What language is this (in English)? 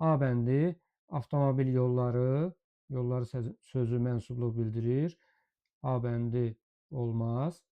Azerbaijani